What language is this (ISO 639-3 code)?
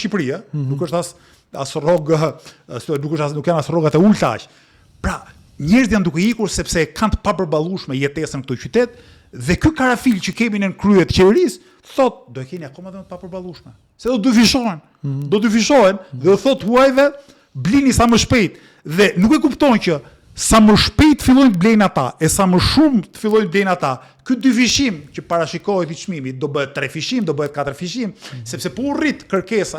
sqi